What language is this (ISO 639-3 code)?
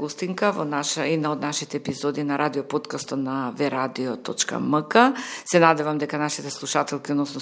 mkd